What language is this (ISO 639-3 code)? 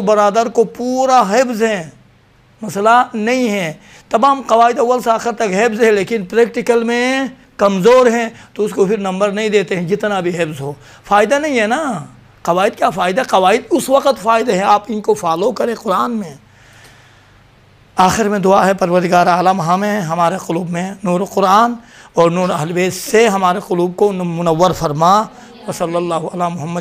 urd